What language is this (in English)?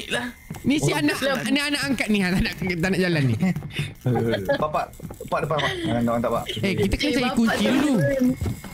Malay